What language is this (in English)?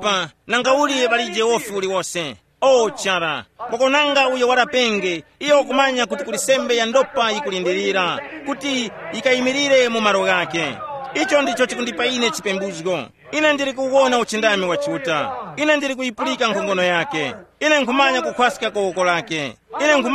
Tumbuka